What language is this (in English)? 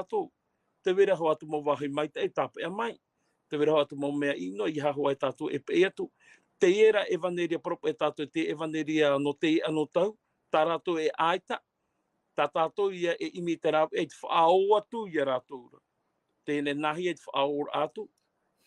Tahitian